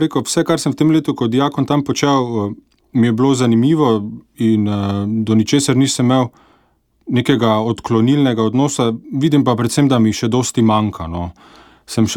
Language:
Slovenian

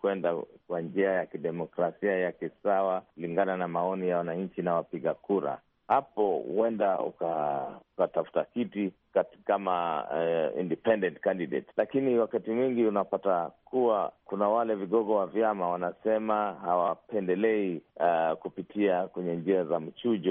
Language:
Swahili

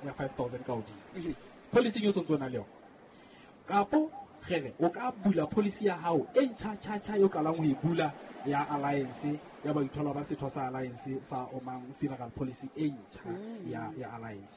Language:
Southern Sotho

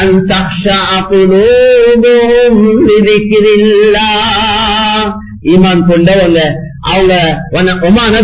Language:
Tamil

